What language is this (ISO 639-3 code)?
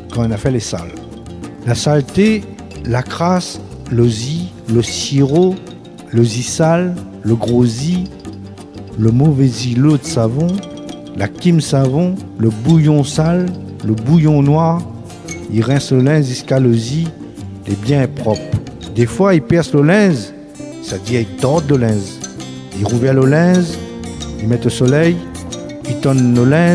rcf